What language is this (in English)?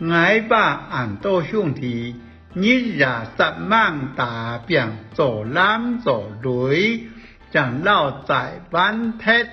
Hakka Chinese